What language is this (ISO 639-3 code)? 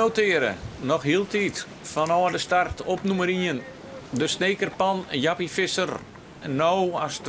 fry